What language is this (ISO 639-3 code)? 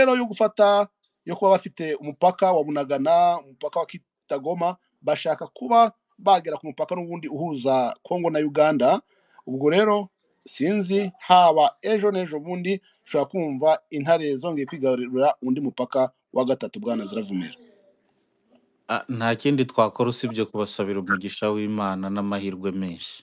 kin